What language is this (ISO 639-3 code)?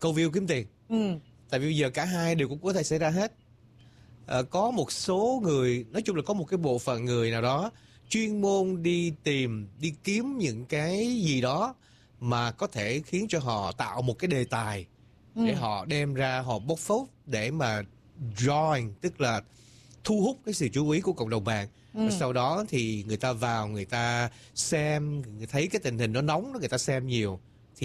vie